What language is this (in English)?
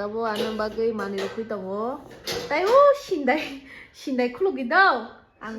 Kok Borok